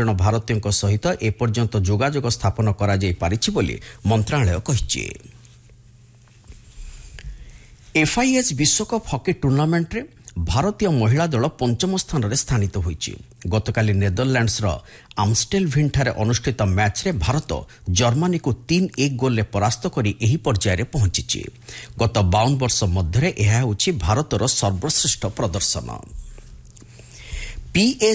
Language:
Odia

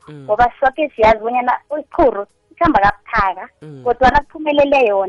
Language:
South Ndebele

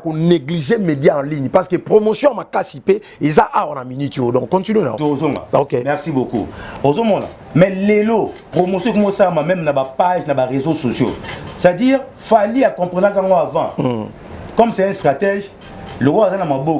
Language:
Lingala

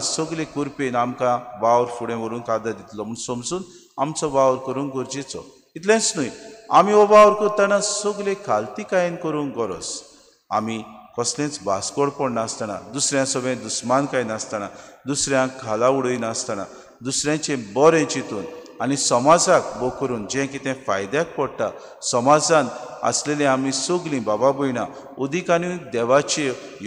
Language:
Konkani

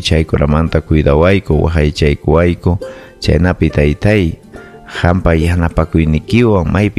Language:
Ayacucho Quechua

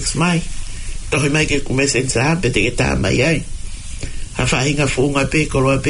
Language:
Tongan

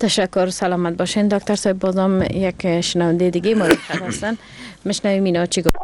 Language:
Persian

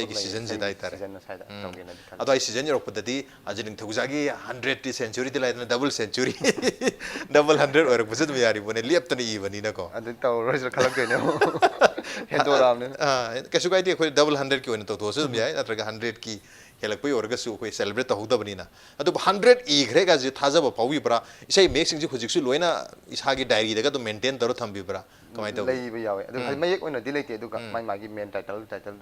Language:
Manipuri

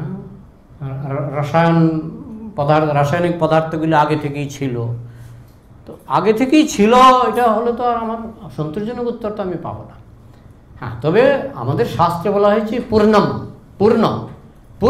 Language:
Bangla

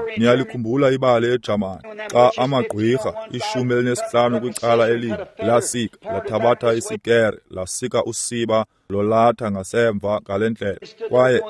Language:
Xhosa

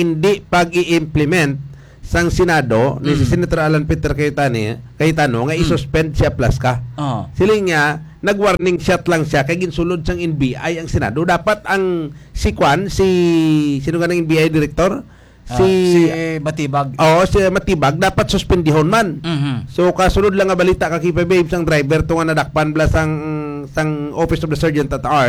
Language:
Hiligaynon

